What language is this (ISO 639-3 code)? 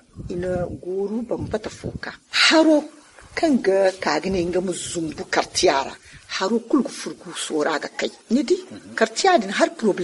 dje